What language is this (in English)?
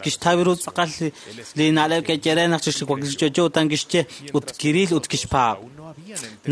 Kekchí